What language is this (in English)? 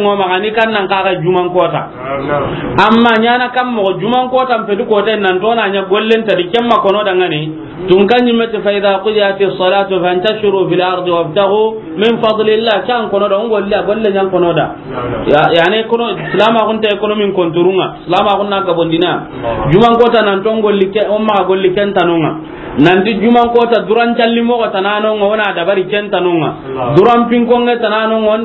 Soninke